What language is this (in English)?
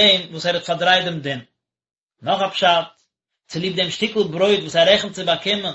Yiddish